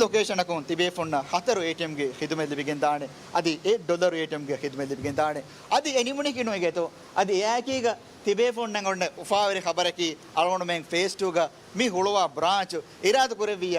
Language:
Divehi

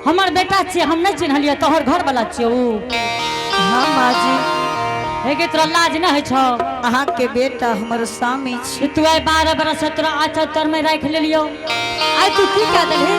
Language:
Angika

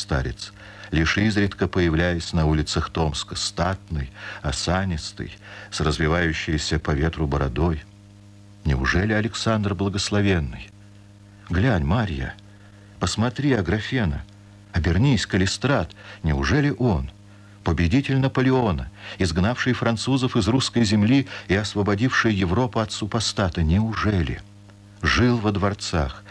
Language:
Russian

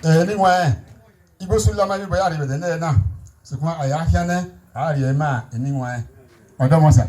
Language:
Bini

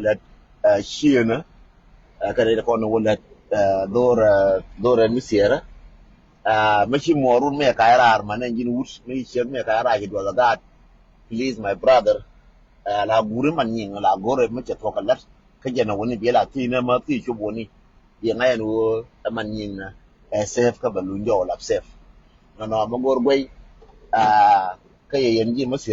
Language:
Nuer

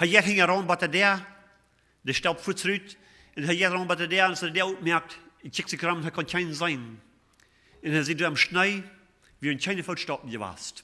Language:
Plautdietsch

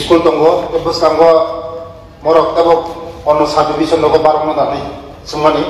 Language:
Riang (India)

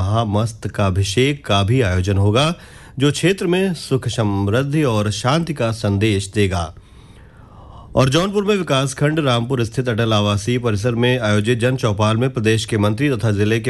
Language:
Hindi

